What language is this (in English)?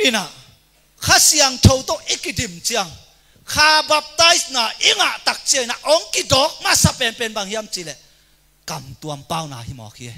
Tedim Chin